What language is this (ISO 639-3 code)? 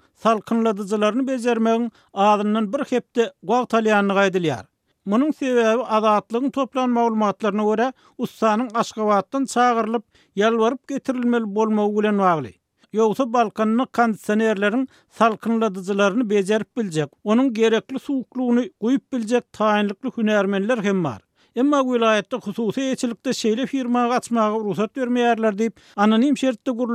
tuk